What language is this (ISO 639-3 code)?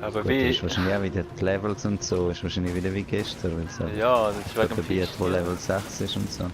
gsw